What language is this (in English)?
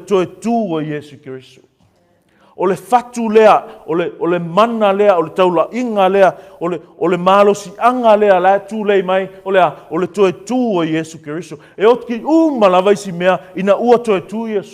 Samoan